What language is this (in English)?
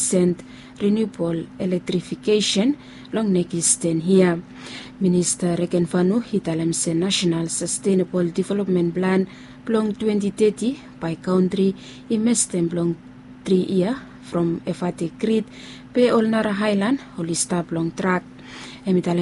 Bislama